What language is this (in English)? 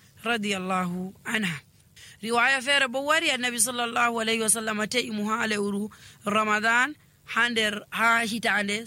Nigerian Fulfulde